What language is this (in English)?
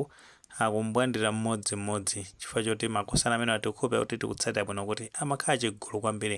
Nyanja